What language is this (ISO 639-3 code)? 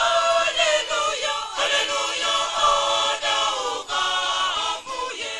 nya